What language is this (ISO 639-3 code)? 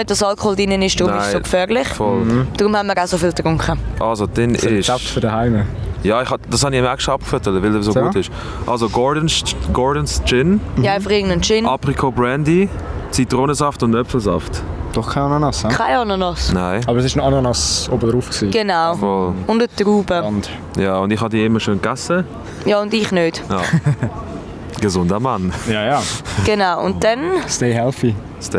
gsw